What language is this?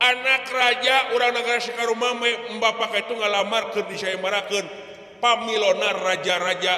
Sundanese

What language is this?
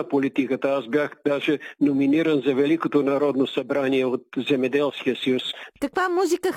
Bulgarian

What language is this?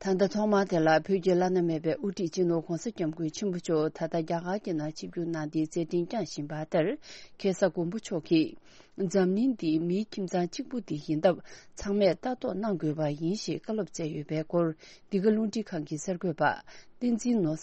Tibetan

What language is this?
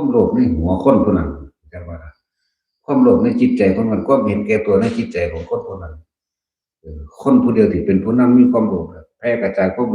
Northeastern Thai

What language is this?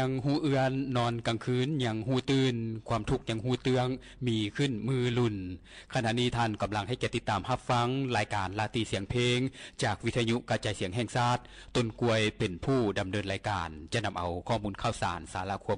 Lao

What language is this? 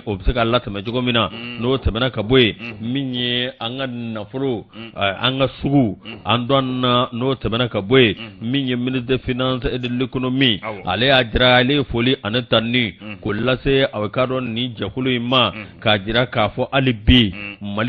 Bambara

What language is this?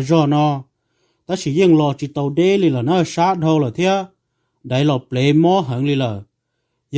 Hmong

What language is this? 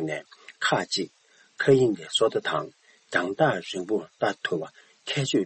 Tibetan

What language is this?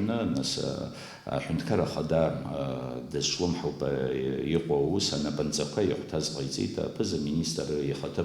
Abkhazian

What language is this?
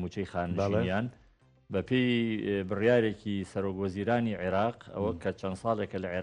Central Kurdish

